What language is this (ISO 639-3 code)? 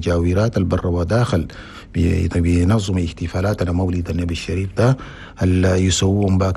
shu